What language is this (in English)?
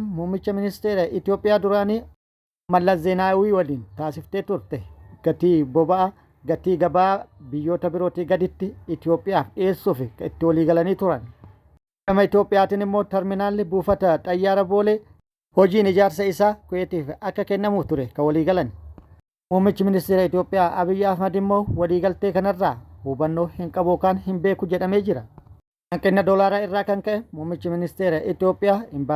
Oromo